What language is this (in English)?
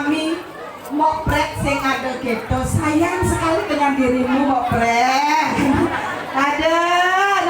Balinese